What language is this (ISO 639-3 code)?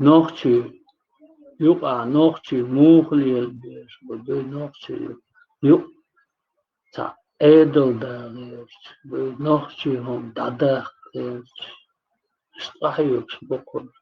che